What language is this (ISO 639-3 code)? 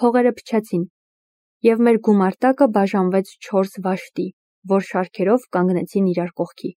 hye